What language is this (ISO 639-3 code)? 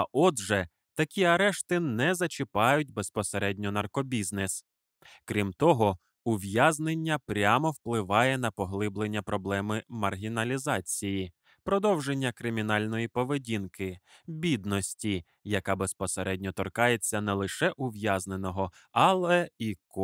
ukr